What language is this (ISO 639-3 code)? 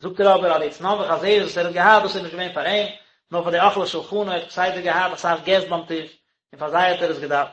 yid